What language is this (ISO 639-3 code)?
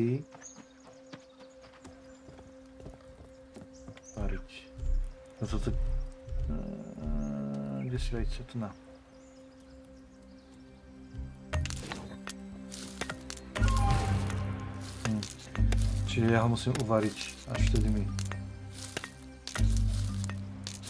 slk